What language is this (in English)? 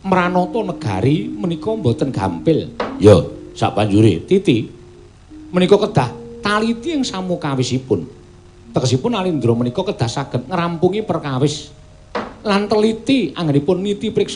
Javanese